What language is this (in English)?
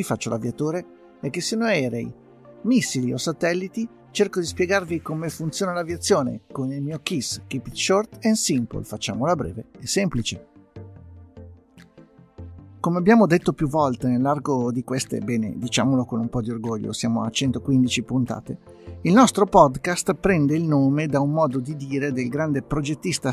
Italian